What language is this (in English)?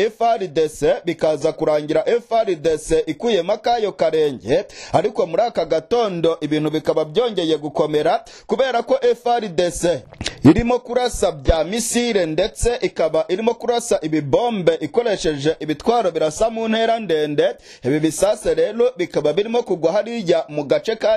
Kinyarwanda